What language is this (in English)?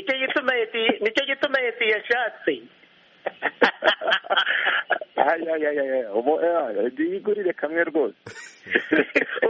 Kinyarwanda